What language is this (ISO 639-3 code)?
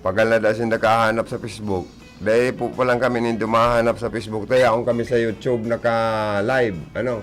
bik